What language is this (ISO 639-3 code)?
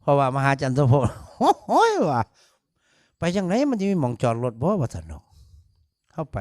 tts